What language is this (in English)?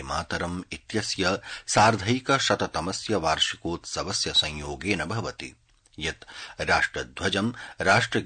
Sanskrit